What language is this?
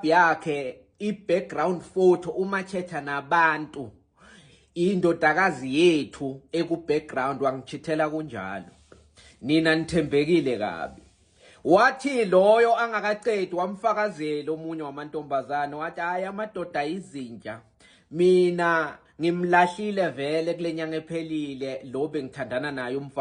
Zulu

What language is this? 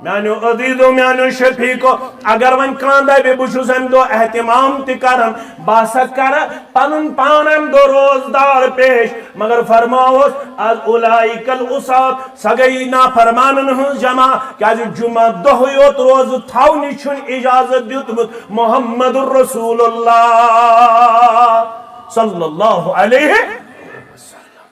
Kashmiri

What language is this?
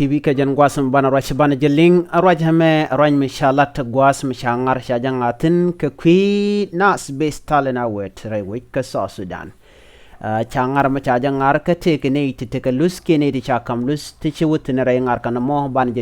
Nuer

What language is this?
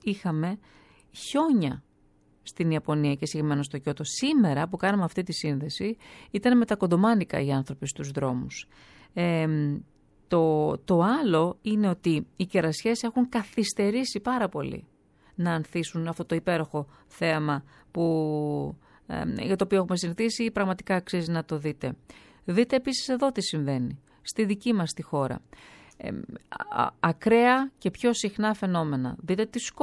Greek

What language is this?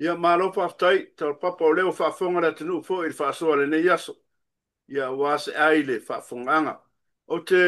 Samoan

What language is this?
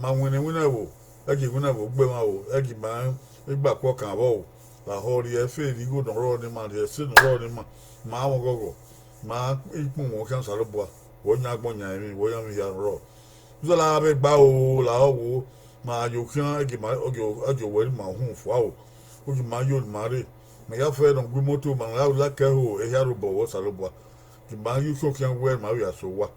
Bini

